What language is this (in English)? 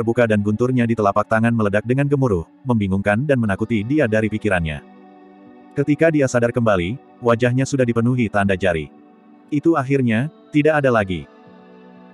Indonesian